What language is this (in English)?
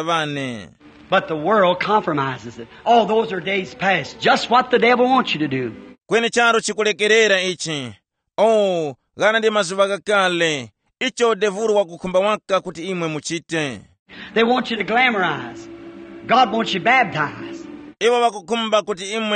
Tumbuka